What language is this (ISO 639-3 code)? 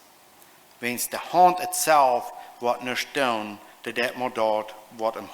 pdt